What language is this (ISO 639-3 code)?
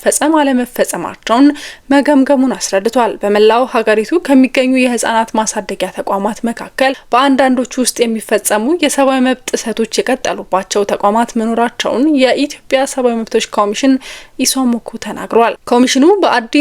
amh